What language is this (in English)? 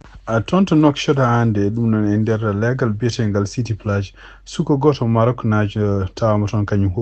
Fula